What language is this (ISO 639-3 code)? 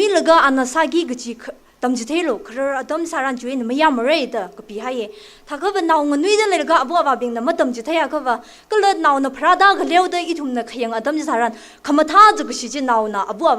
nmf